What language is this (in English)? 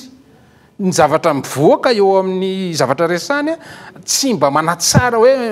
Malagasy